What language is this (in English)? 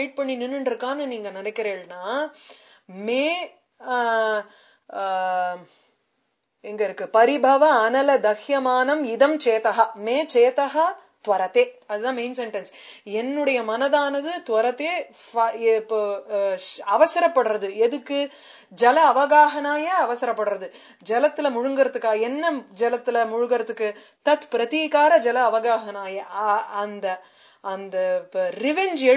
Tamil